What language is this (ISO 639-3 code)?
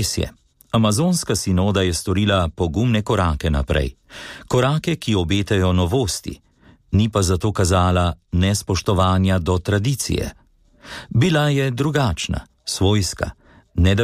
slv